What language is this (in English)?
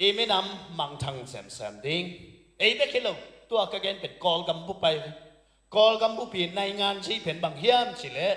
Tedim Chin